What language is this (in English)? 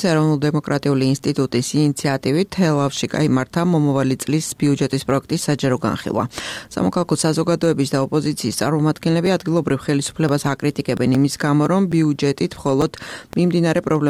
Georgian